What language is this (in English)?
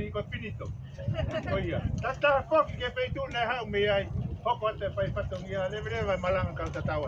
Tongan